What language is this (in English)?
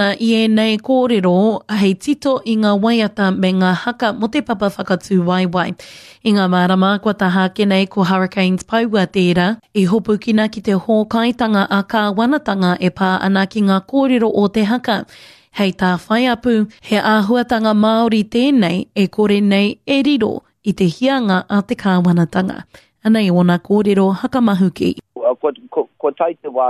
Māori